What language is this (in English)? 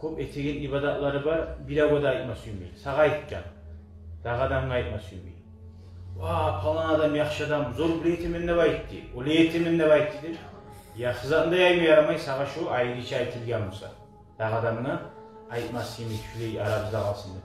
Kumyk